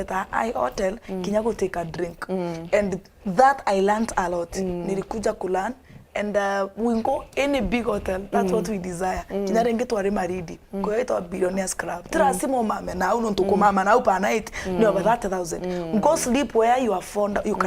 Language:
Meru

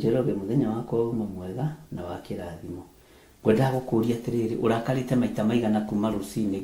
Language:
Kikuyu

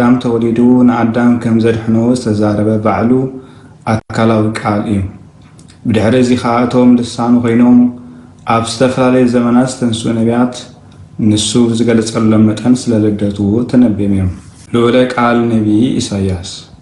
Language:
Tigrinya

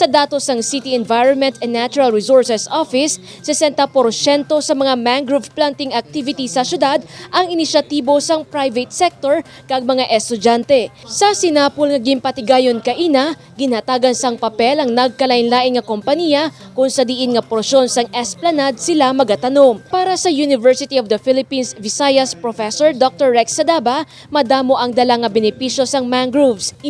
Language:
Hiligaynon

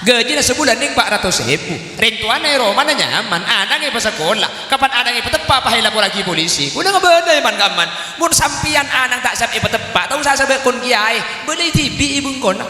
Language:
Madurese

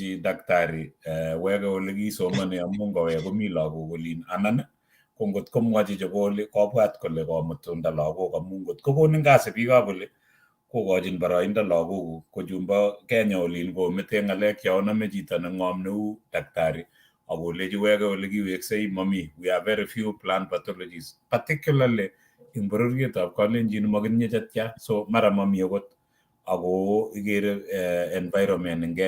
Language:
Kalenjin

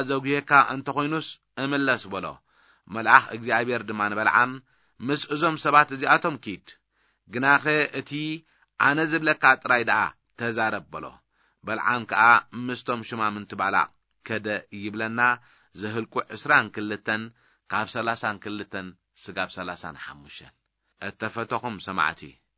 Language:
Tigrinya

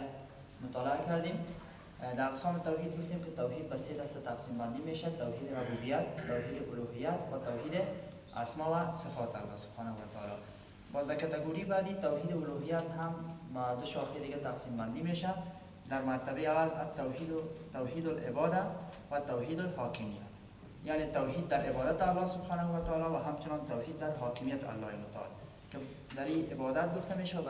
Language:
Persian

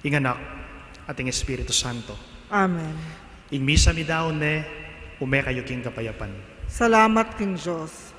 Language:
Pampanga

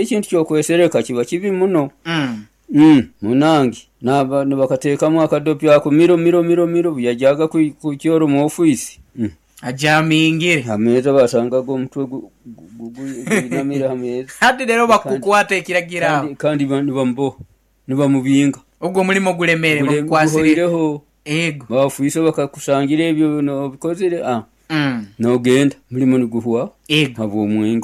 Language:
Nyoro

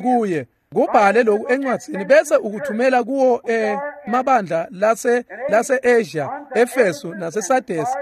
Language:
Swati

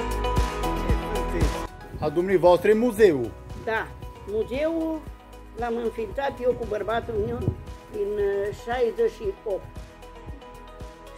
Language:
Romanian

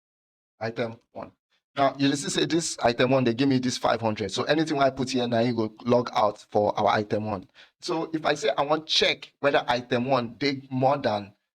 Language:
Nigerian Pidgin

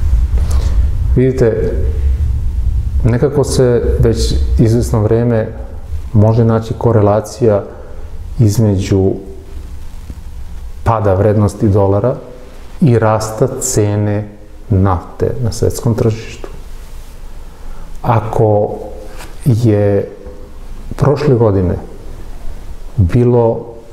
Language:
Serbian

